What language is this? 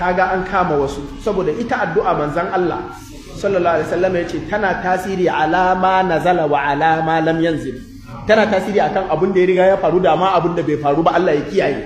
Hausa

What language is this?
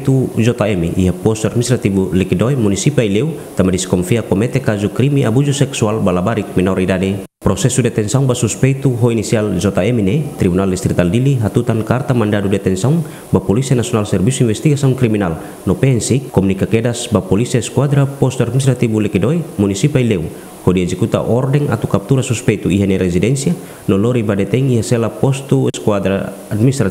Tetum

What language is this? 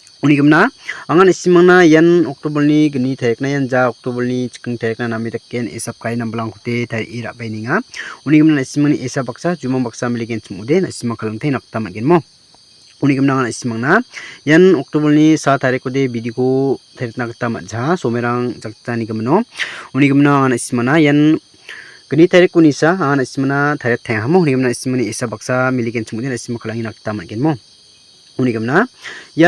Garo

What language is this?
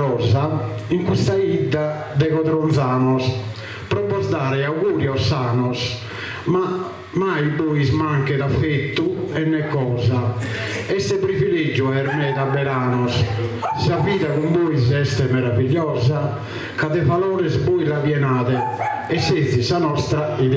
Sardinian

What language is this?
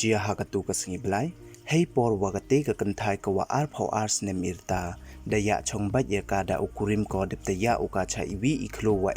Pnar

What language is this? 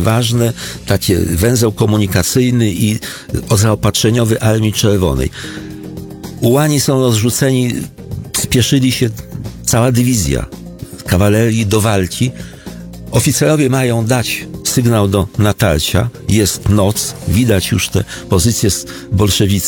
Polish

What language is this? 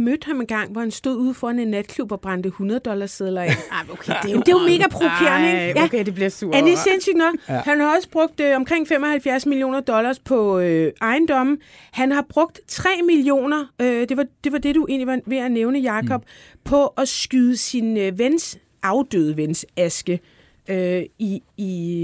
Danish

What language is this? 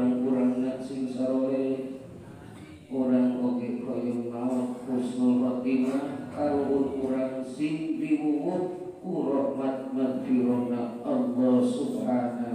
Sundanese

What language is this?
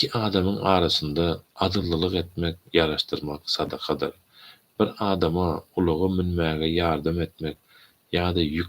Turkmen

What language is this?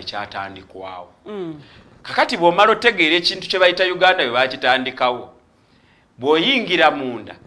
Ganda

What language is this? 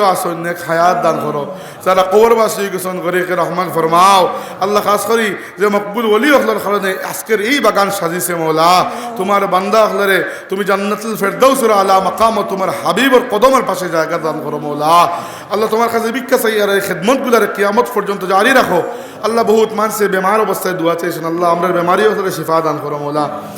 Sylheti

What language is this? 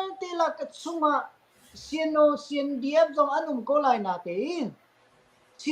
Hakha Chin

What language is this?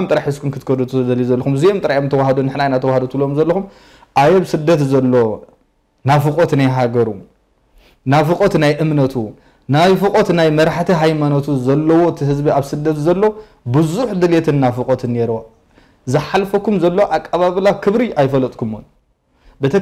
Tigrinya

